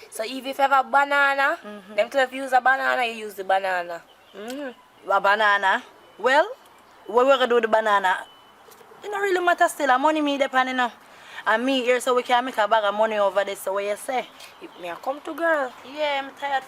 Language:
Jamaican Creole English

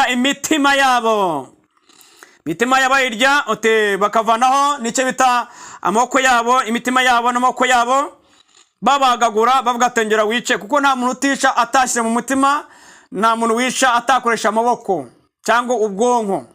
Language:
Kinyarwanda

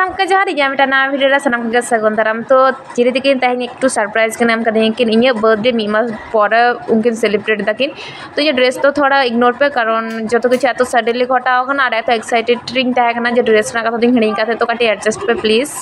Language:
Santali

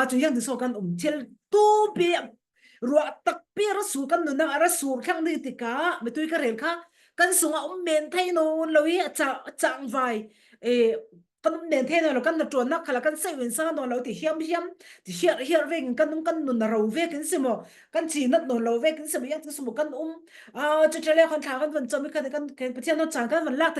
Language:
Falam Chin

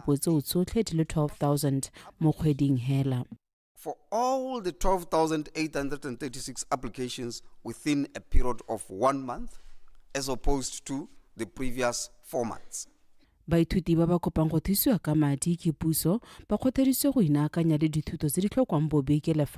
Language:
Tswana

